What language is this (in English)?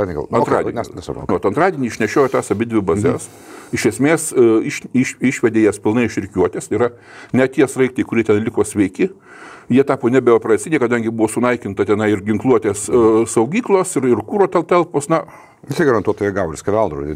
Lithuanian